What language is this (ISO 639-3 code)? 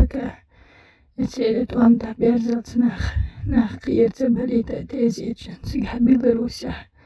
che